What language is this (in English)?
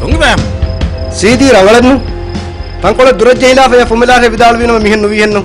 Divehi